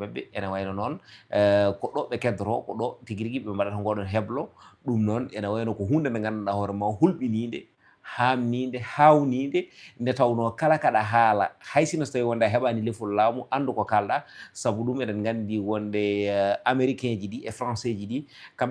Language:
Fula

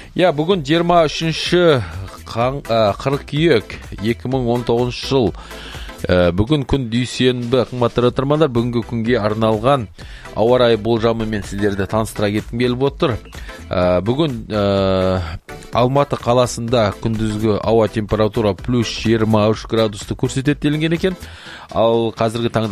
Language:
Kazakh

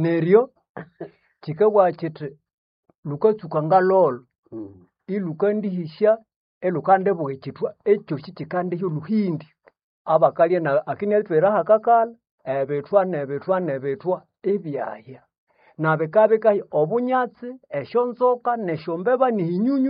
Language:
Nande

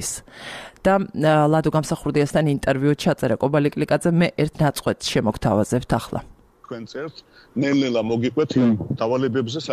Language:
Georgian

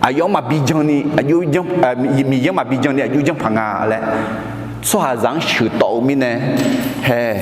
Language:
Akha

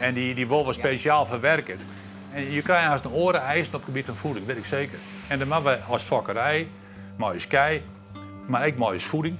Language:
Western Frisian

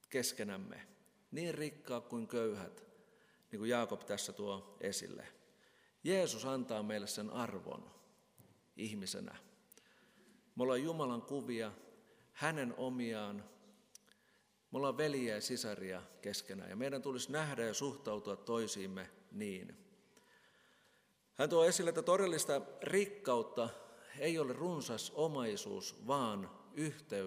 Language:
Finnish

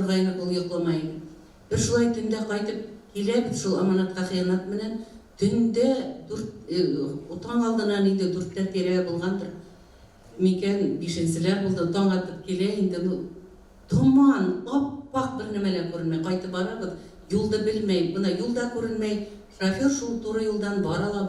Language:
Bashkir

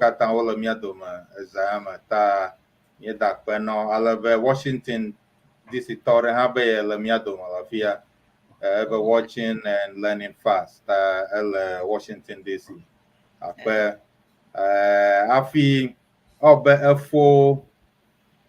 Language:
Ewe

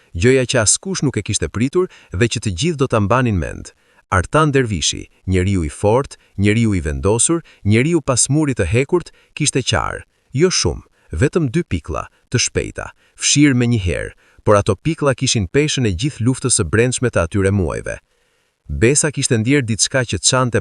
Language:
Albanian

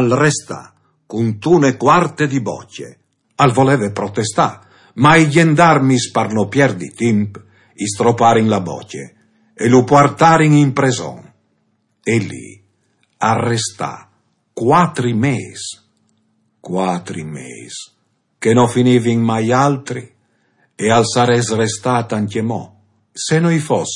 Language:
Friulian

